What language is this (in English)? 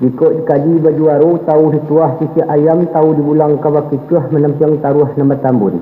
Minangkabau